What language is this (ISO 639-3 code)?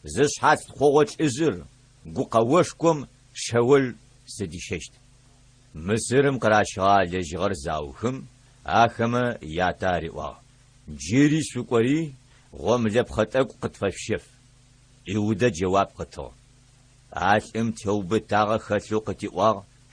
ady